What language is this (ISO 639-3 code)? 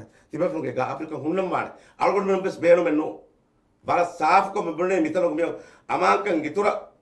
div